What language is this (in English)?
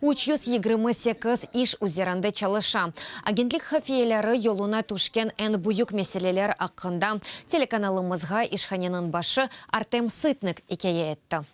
Crimean Tatar